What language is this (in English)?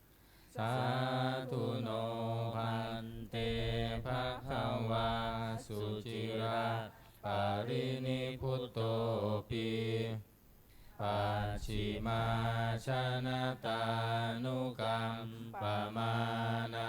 Pali